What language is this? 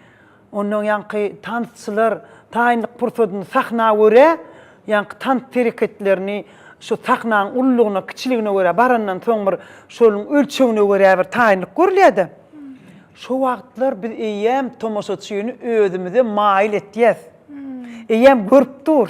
Turkmen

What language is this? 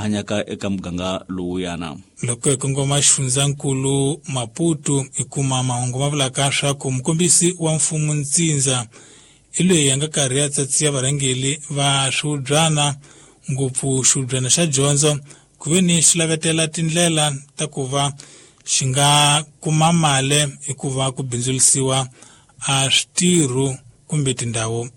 Tsonga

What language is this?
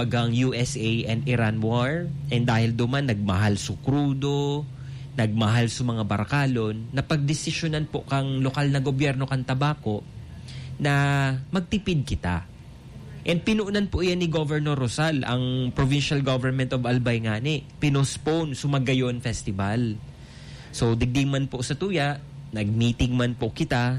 Bikol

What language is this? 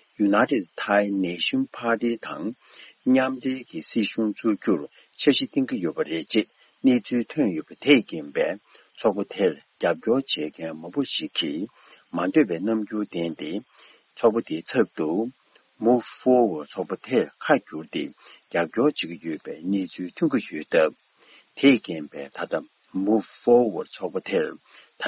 Tibetan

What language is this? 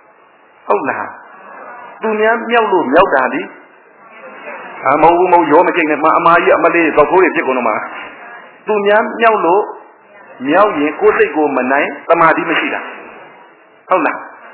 Burmese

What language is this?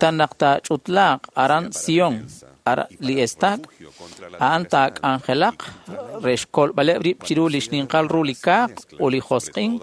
Kekchí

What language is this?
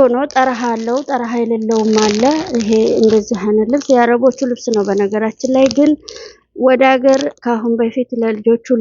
Amharic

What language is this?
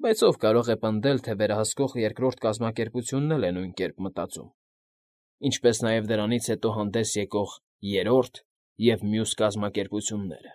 Armenian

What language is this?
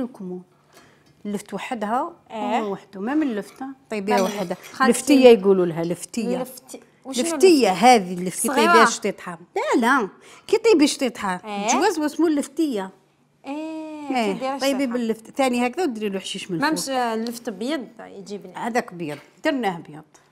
Algerian Arabic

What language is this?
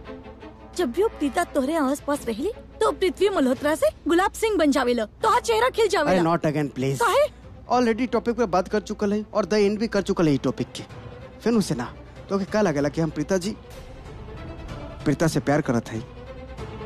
Bhojpuri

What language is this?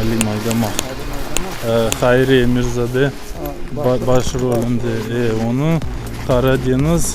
Crimean Tatar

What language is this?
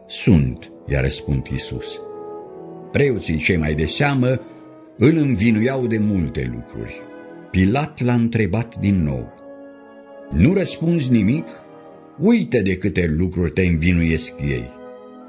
Romanian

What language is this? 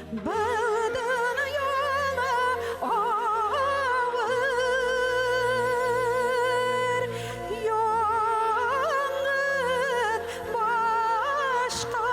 Bashkir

